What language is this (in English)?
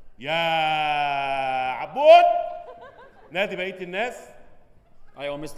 Egyptian Arabic